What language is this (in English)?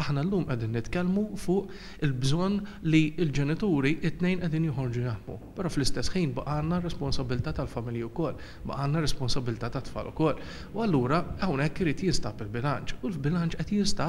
Maltese